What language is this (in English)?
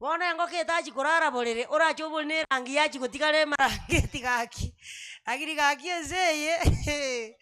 Gusii